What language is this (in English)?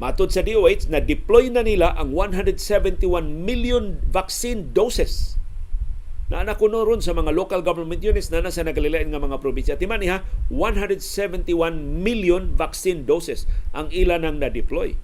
Cebuano